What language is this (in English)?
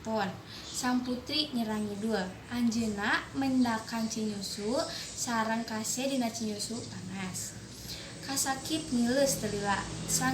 Sundanese